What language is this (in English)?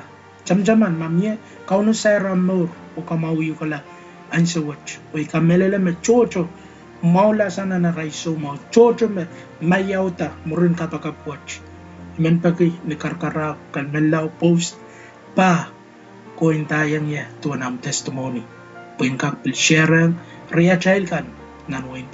Pohnpeian